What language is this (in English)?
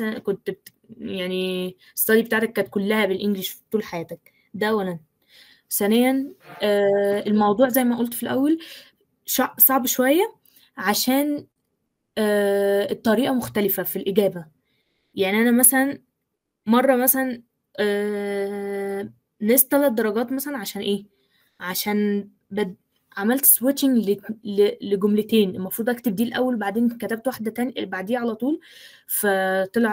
Egyptian Arabic